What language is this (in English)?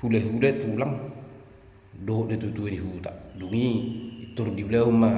Batak Toba